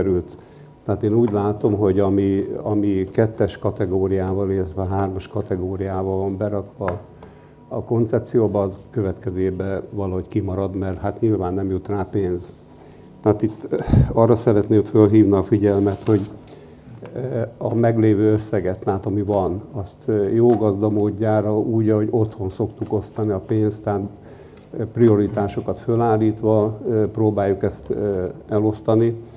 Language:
Hungarian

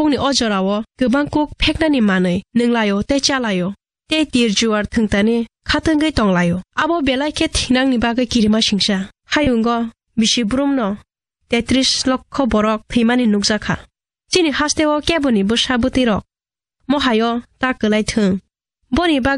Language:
Kok Borok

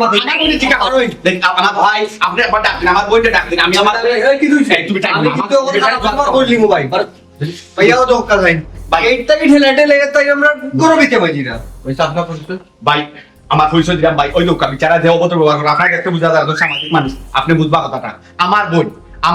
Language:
Sylheti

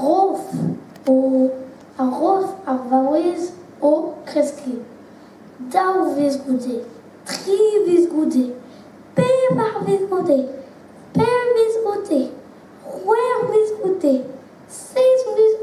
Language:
Breton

